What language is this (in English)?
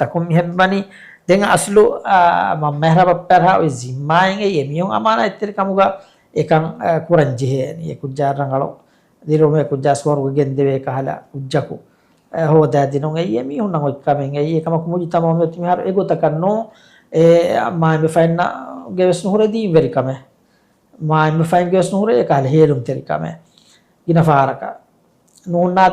Divehi